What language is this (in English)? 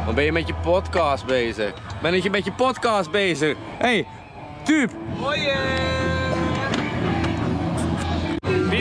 Dutch